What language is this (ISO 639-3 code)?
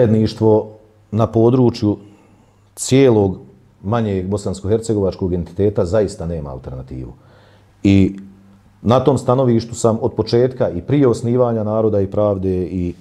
bos